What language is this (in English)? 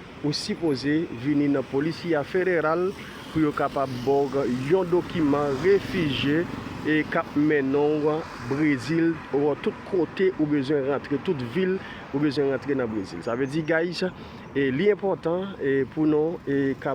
Haitian Creole